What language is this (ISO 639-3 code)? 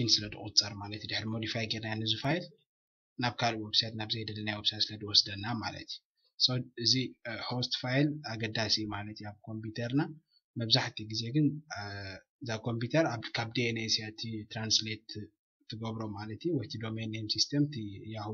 tir